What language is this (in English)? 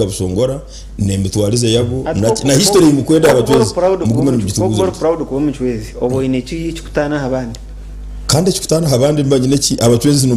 Nyankole